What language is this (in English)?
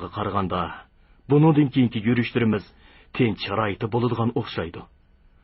Uyghur